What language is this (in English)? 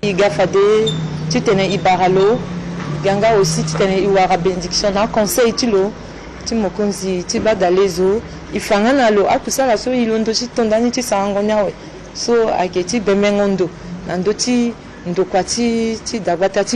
Sango